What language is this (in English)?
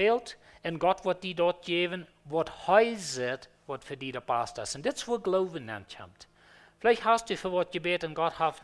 Plautdietsch